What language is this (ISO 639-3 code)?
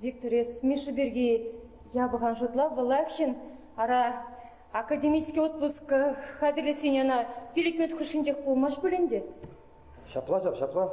chv